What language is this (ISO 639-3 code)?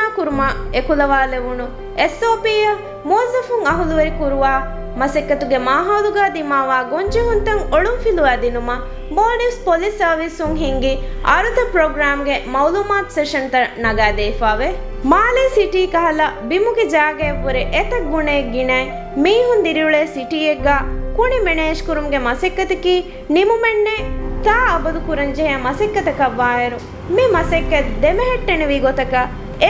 div